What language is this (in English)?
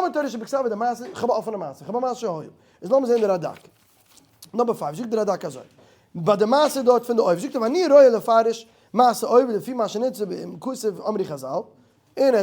Yiddish